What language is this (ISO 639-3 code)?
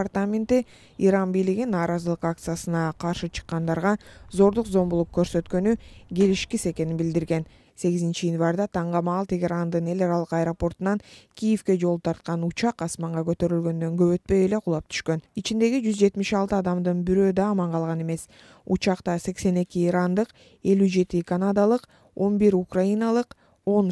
kir